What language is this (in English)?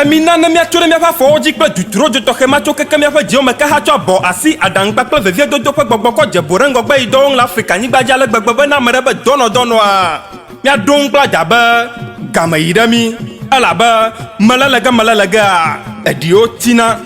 Ewe